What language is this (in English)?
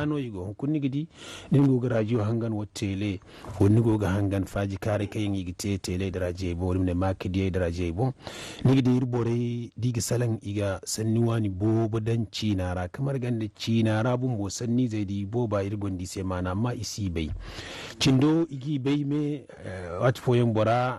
Zarma